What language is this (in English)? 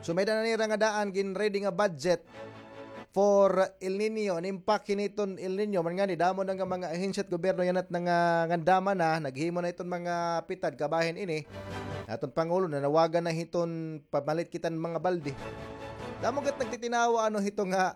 Waray